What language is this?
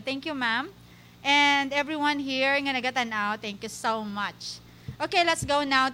Hiligaynon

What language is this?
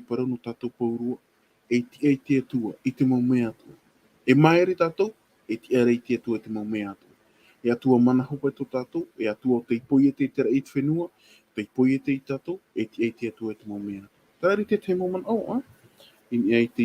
Tahitian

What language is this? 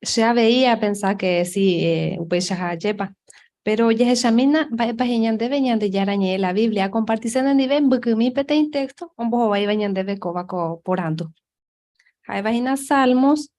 Guarani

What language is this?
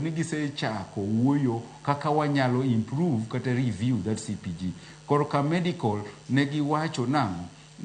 Luo (Kenya and Tanzania)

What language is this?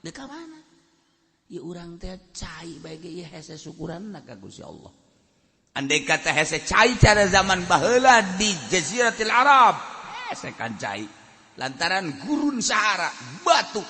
Sundanese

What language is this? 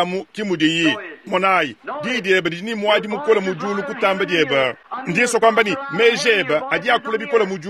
Luba-Lulua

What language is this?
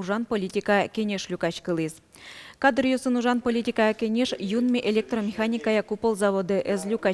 Udmurt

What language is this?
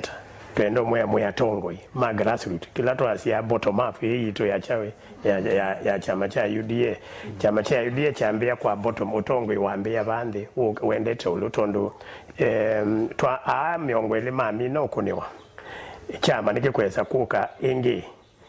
Kamba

